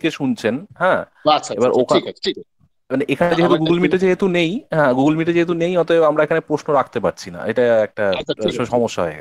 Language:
Bangla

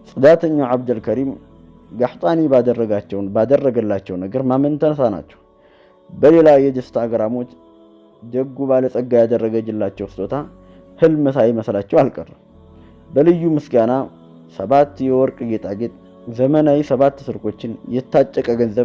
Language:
Amharic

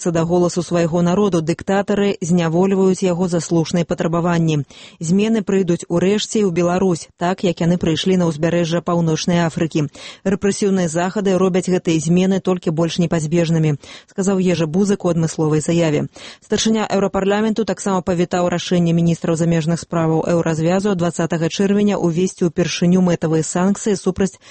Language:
Belarusian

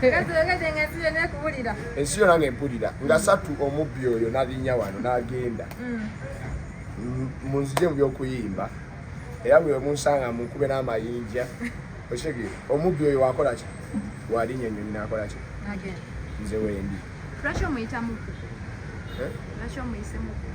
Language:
Ganda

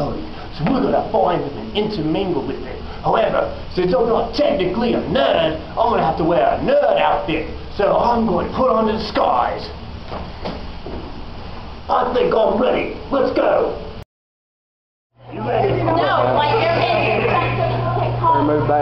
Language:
English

